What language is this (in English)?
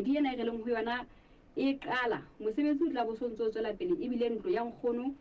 Southern Sotho